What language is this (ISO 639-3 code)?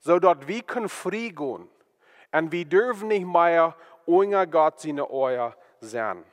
pdt